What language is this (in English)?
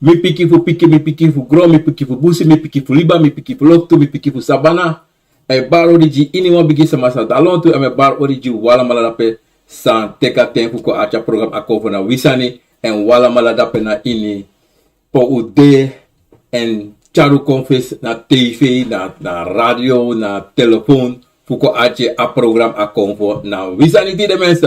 Sranan Tongo